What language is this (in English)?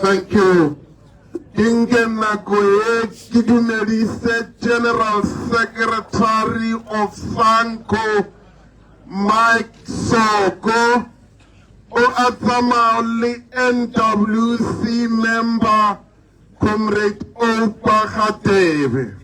Tswana